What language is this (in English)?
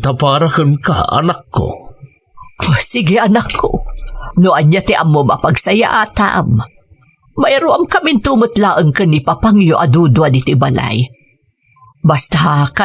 Iloko